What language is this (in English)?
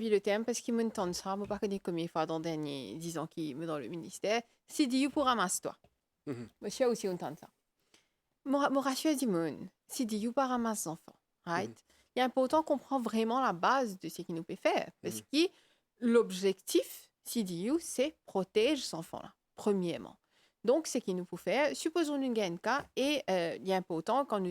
Morisyen